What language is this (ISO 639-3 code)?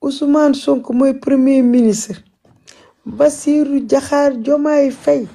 wol